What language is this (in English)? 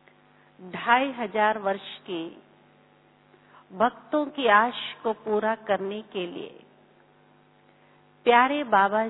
Hindi